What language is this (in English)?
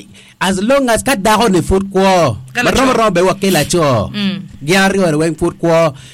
Acoli